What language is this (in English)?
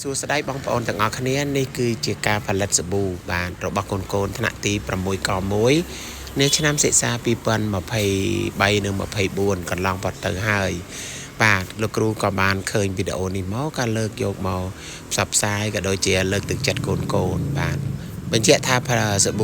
Khmer